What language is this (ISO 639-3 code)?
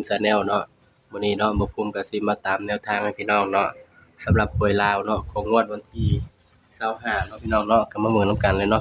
tts